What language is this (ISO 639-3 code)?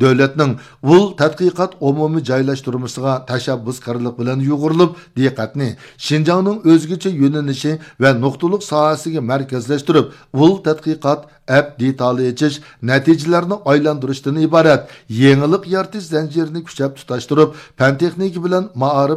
uig